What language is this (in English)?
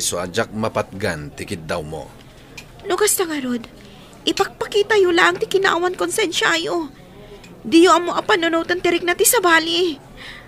Iloko